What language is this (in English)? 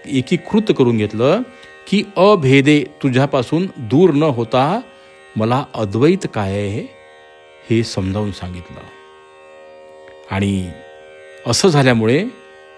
Marathi